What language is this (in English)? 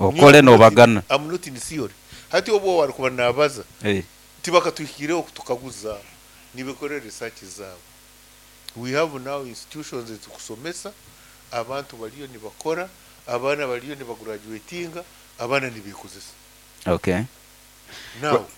Nyankole